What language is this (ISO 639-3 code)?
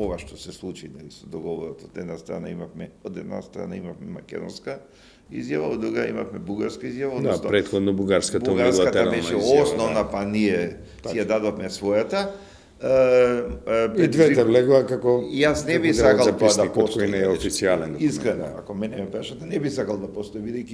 mkd